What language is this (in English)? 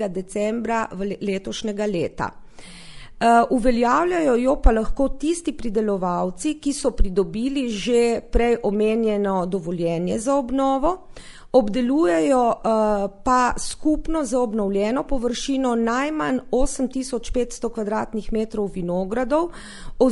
Slovenian